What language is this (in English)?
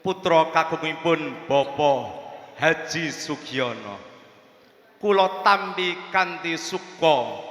Javanese